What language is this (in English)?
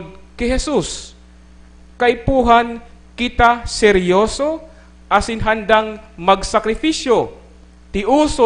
Bikol